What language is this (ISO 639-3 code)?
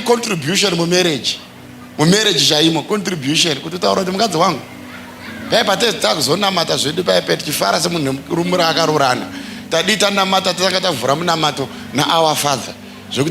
sna